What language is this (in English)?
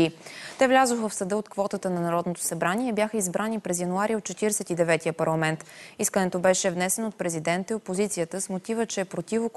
Bulgarian